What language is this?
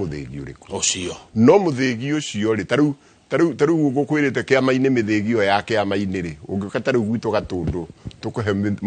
Kikuyu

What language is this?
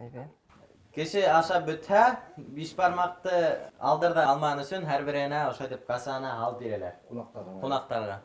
Bashkir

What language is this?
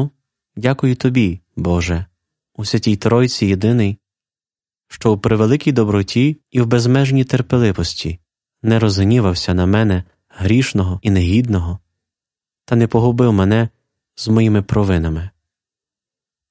Ukrainian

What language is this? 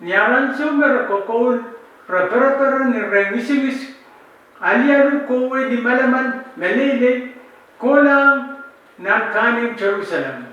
Pohnpeian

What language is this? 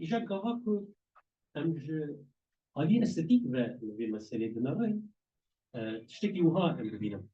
Kurdish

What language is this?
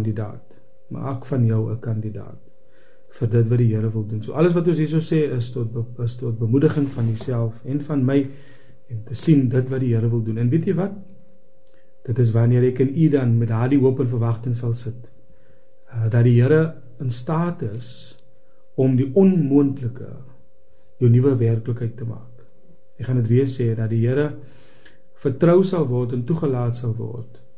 Afrikaans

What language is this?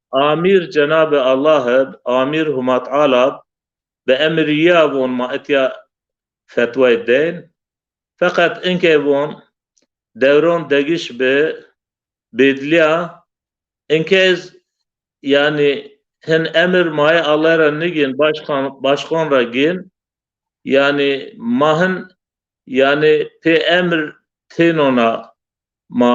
Zaza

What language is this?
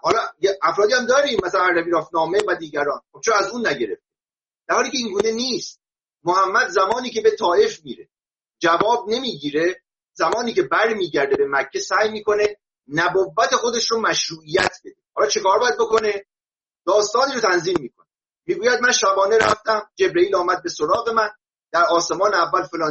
Persian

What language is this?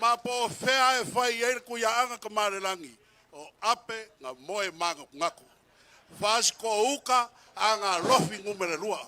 Samoan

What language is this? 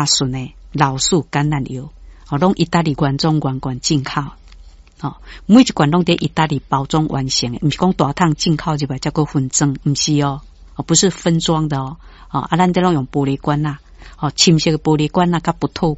Min Nan Chinese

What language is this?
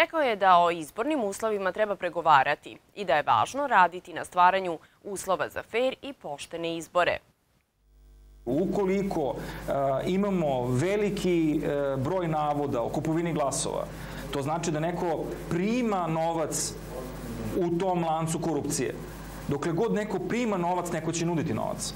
Serbian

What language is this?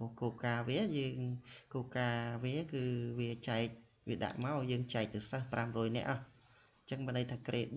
Khmer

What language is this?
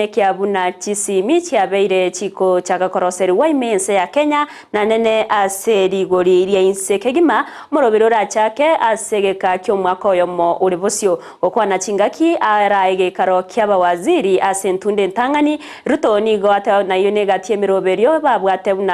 Gusii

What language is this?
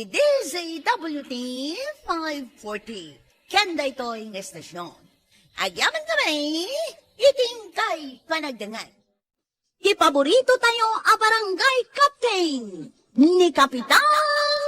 Iloko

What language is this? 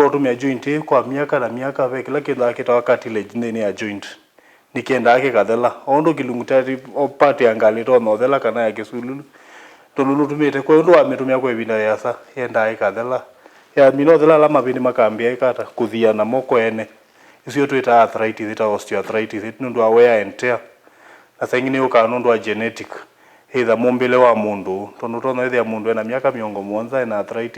Kamba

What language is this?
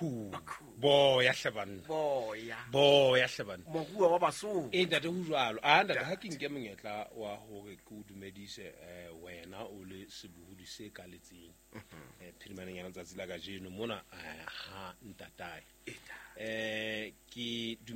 Southern Sotho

